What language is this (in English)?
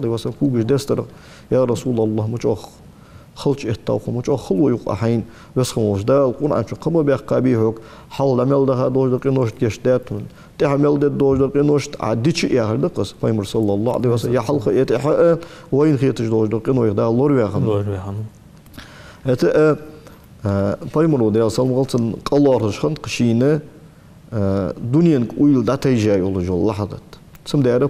Ingush